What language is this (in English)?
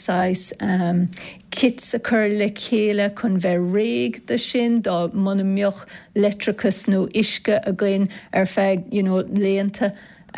Irish